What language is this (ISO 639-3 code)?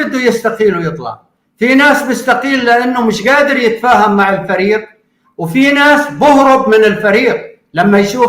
apc